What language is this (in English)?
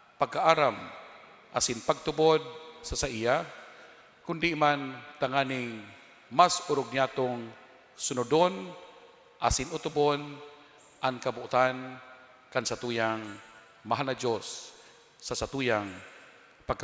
Bikol